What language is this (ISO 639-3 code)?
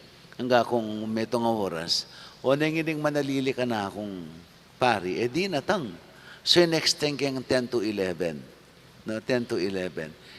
pam